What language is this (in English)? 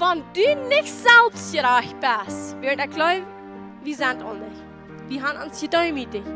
Plautdietsch